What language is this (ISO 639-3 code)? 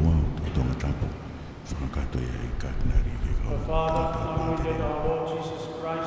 ton